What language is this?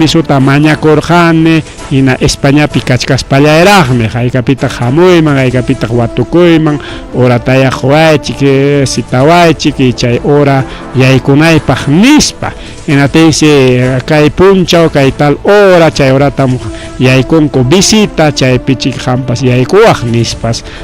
Ayacucho Quechua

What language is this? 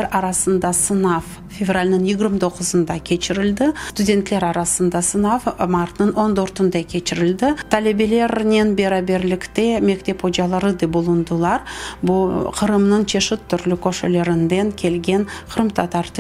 Crimean Tatar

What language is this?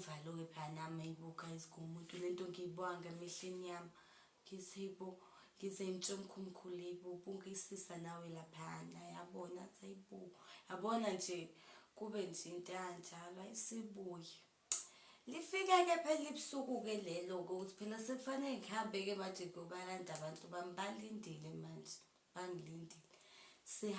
Zulu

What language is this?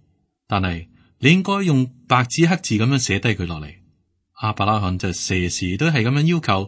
Cantonese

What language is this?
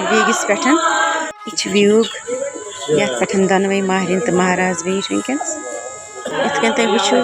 Kashmiri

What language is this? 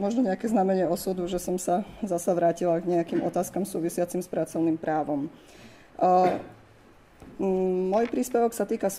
Slovak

